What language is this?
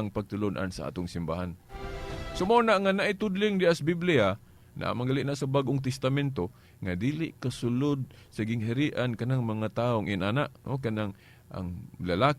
Cebuano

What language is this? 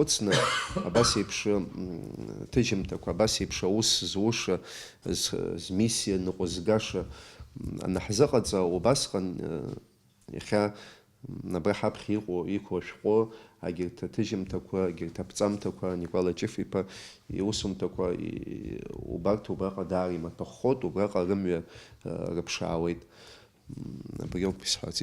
Abkhazian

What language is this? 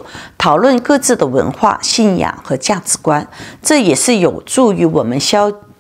Chinese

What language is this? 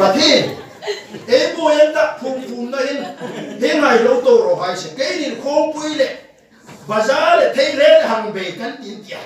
Hmar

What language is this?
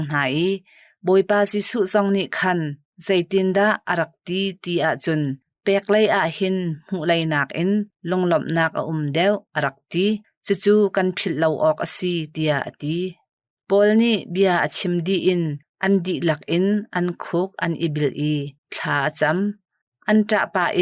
Hakha Chin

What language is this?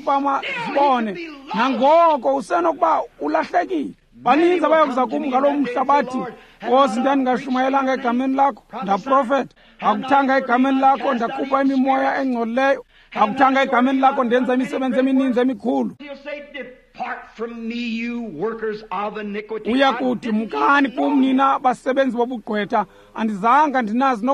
Xhosa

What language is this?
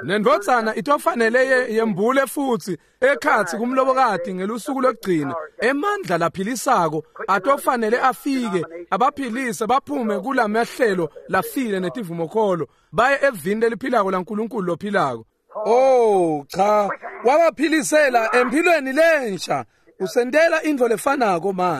Swati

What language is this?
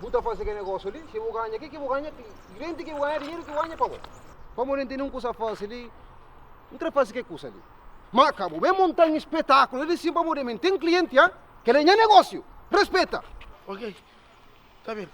Kabuverdianu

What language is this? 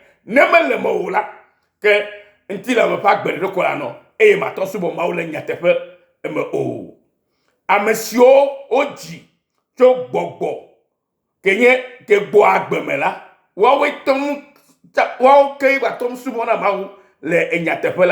Ewe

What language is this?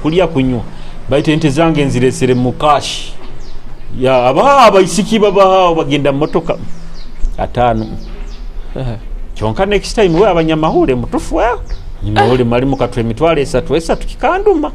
Nyoro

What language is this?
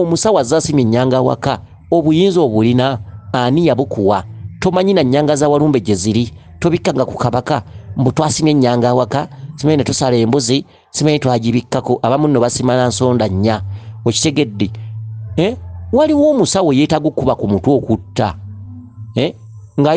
Ganda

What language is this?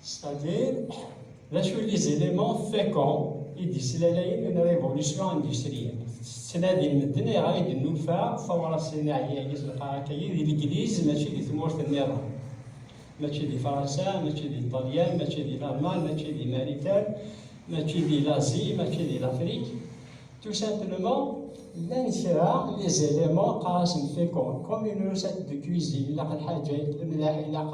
Kabyle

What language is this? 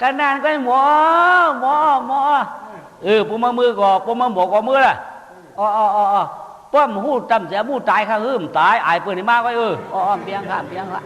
Shan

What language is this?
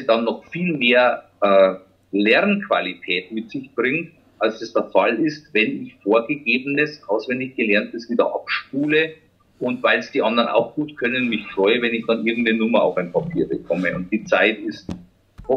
German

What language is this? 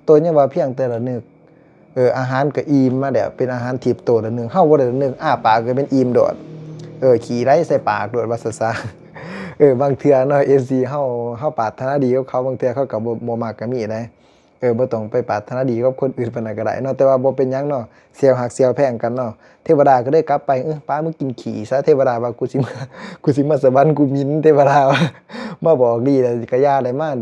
Lao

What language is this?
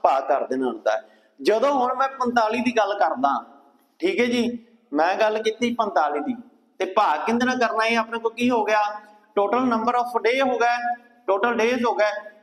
Punjabi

